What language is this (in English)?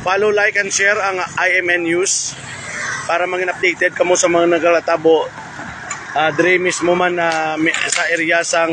Hiligaynon